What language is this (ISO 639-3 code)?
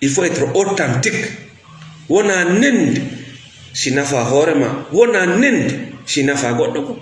ful